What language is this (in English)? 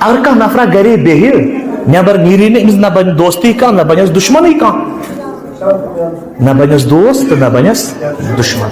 Kashmiri